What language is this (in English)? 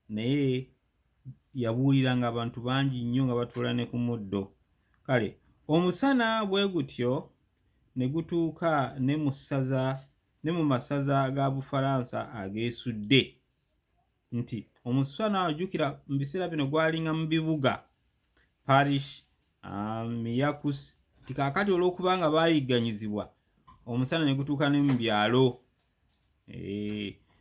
Ganda